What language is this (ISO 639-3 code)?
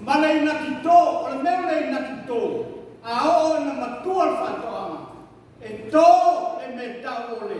smo